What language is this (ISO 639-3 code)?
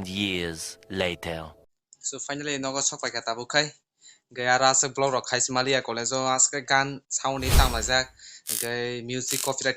trp